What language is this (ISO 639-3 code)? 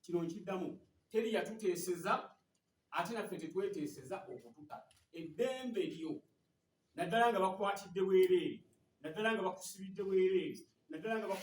lug